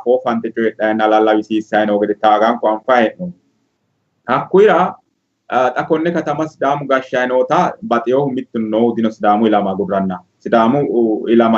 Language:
Sidamo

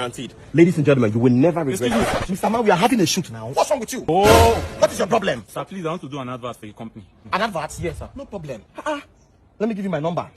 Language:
Nigerian Pidgin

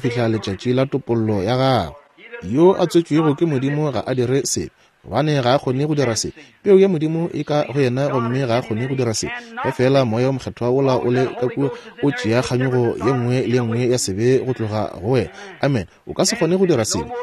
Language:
Northern Sotho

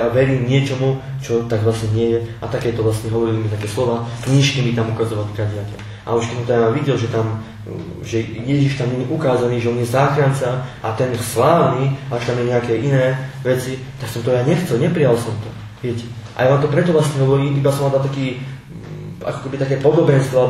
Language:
Slovak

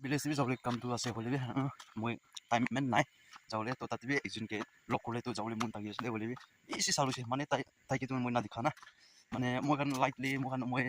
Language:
Naga Pidgin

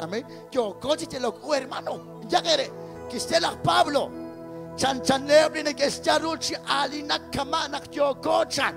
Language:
Kekchí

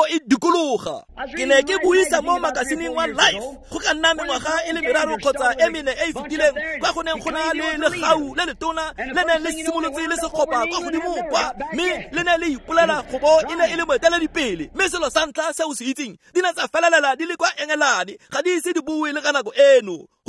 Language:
Tswana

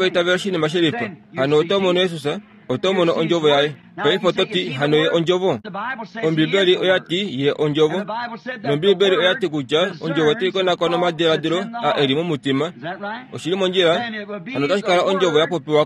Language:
Kuanyama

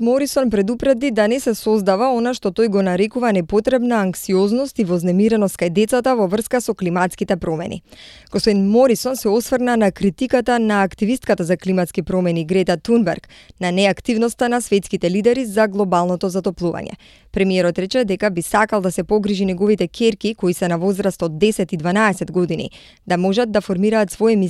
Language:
Macedonian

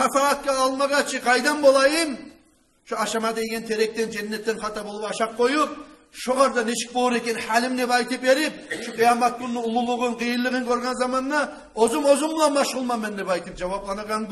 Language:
Kumyk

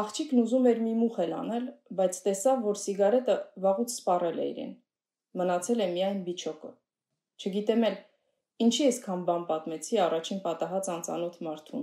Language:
Armenian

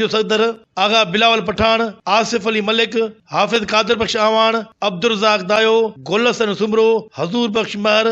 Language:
Sindhi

